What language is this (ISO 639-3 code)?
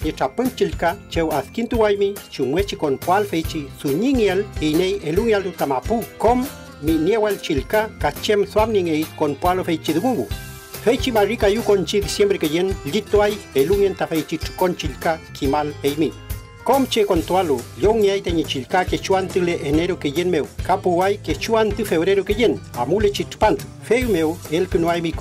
arn